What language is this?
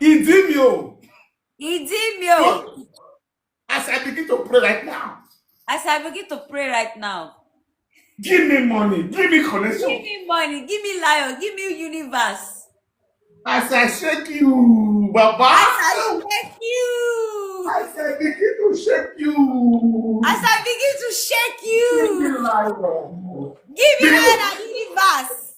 Nigerian Pidgin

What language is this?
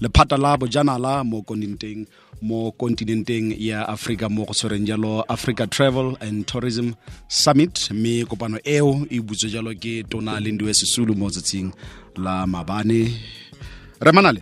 Tswana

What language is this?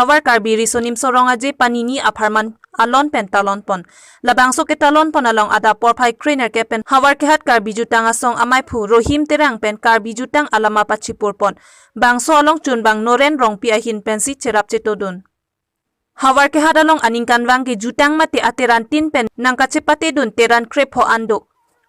Karbi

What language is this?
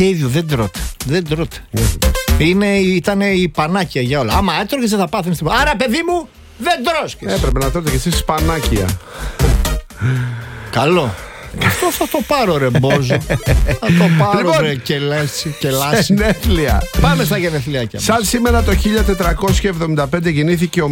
Greek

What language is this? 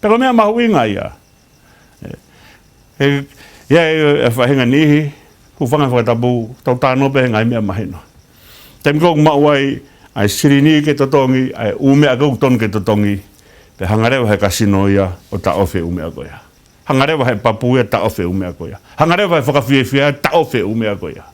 Tongan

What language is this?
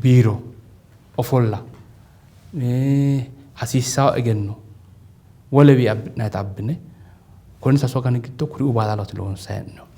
Sidamo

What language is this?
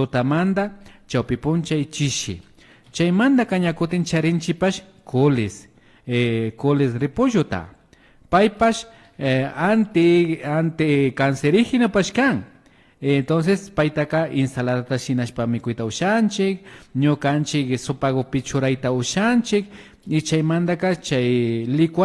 Imbabura Highland Quichua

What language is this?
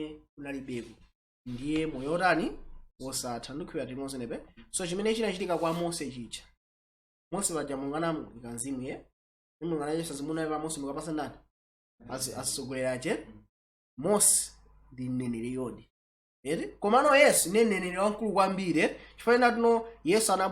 Nyanja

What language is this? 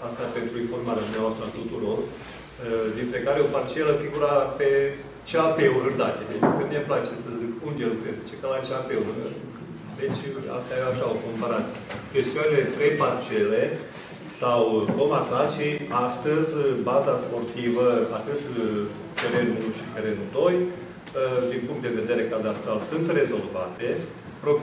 Romanian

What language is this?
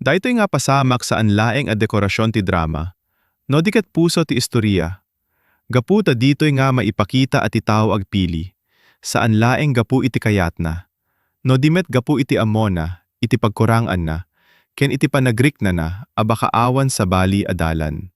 Iloko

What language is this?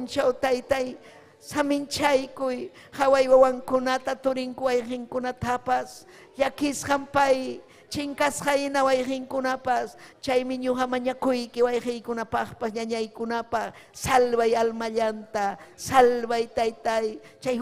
Ayacucho Quechua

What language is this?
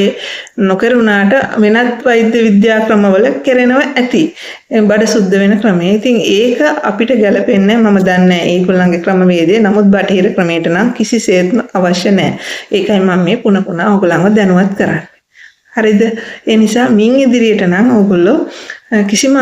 Sinhala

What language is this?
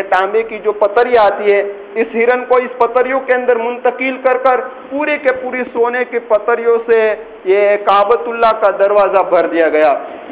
Urdu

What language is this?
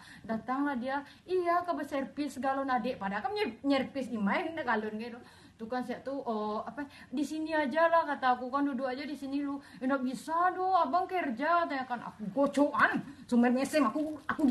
Minangkabau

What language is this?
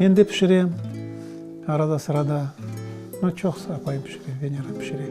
Crimean Tatar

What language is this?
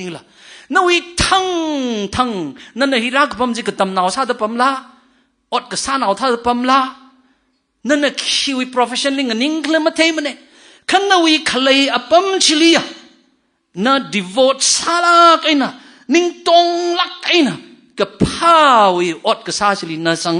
Tangkhul Naga (India)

